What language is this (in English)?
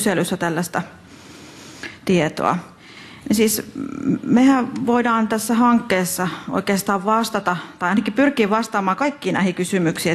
Finnish